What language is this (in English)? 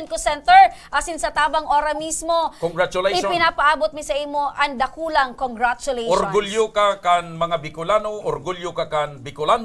Bikol